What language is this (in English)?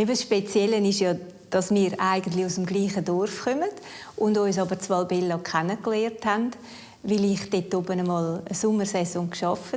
Romansh